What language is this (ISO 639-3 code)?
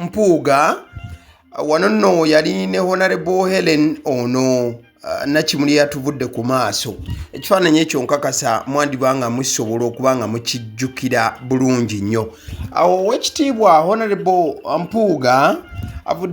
lug